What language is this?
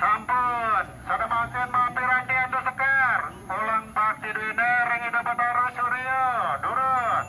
Balinese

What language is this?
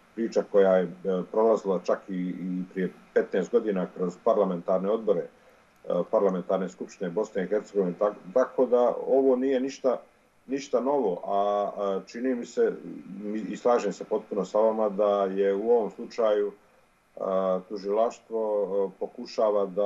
Bosnian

